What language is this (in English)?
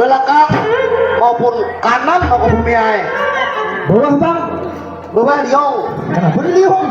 Banjar